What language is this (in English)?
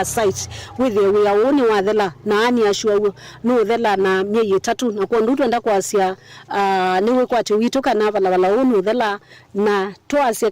Kamba